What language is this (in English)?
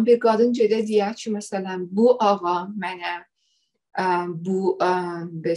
South Azerbaijani